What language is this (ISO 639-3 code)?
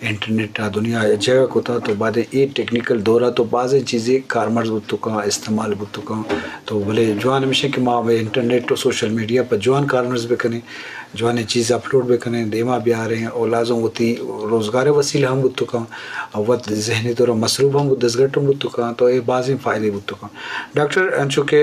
bgp